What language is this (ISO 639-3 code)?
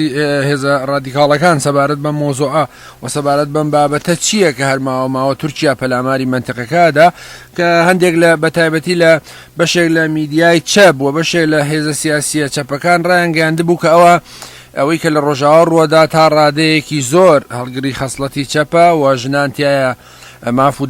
ckb